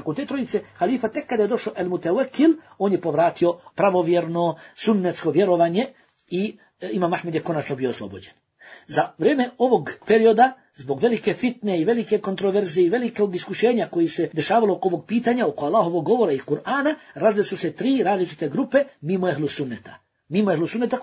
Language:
Bosnian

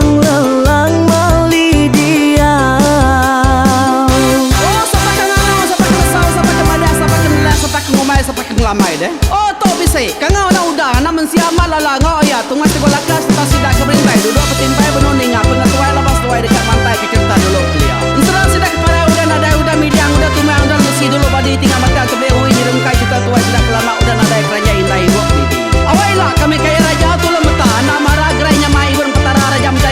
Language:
Iban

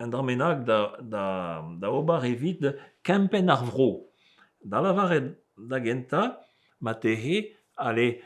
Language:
Breton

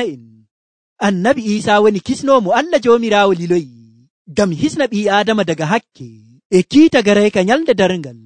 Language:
Nigerian Fulfulde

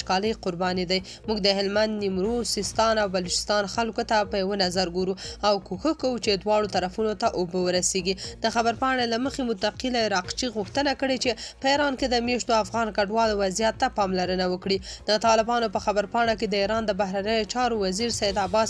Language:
Pashto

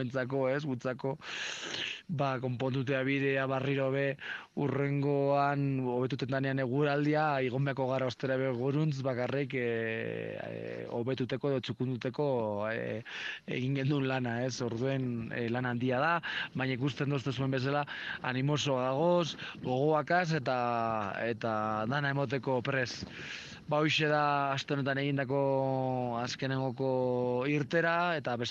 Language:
Basque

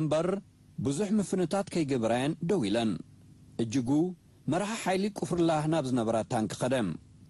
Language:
Tigrinya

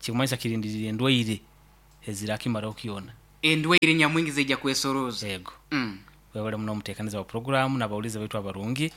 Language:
Nyoro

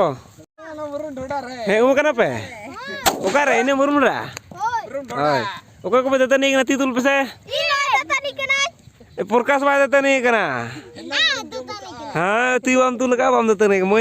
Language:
Santali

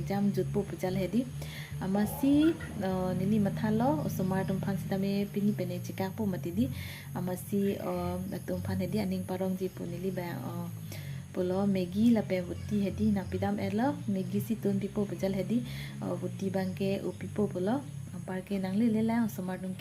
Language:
Karbi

